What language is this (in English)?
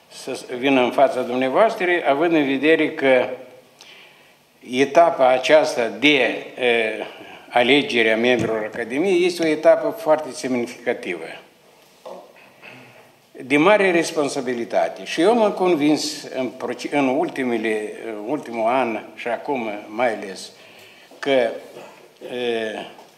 Romanian